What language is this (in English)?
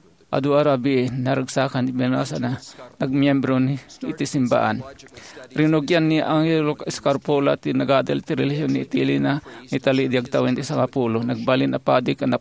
Iloko